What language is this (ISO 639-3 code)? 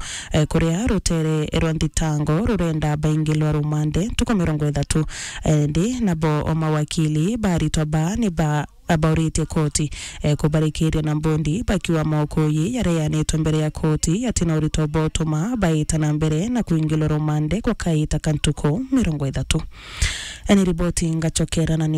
mer